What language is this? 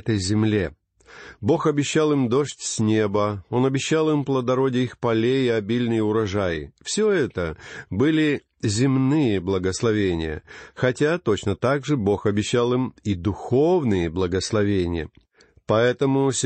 Russian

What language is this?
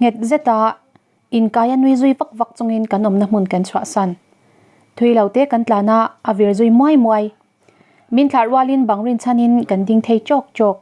Mizo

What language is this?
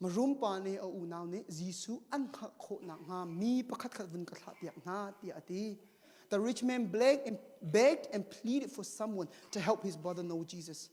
Hakha Chin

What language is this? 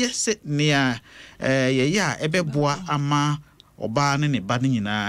Akan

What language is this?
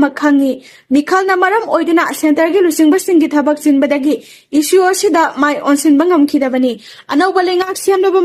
Manipuri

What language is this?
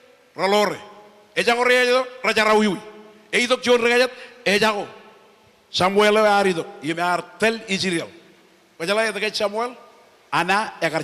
Marshallese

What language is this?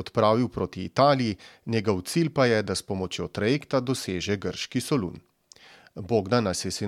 Slovenian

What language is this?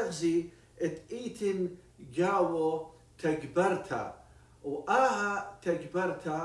Assyrian Neo-Aramaic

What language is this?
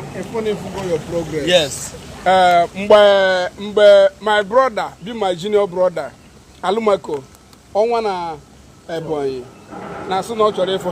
Igbo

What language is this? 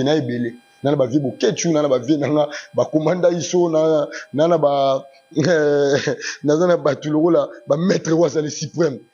Lingala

